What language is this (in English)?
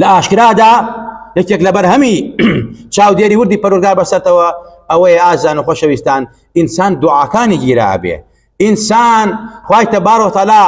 Central Kurdish